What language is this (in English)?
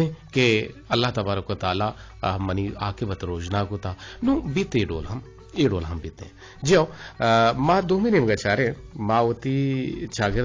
Eastern Balochi